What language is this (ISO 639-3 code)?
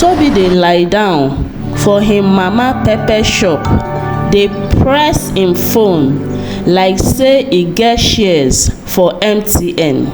pcm